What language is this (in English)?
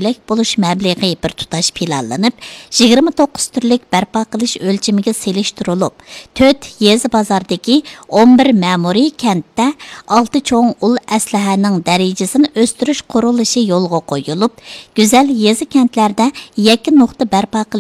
Uyghur